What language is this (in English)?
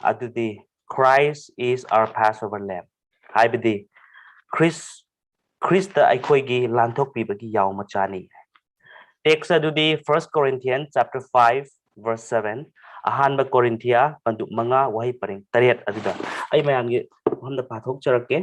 Manipuri